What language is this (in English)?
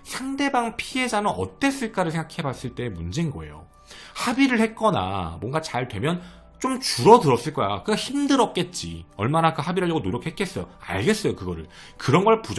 Korean